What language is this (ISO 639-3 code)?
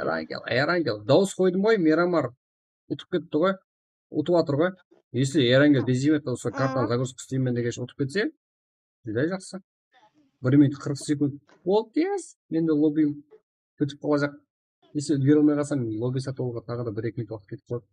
kaa